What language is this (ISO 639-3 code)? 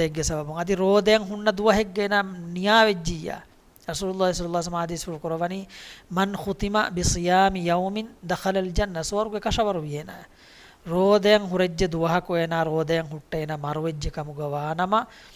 div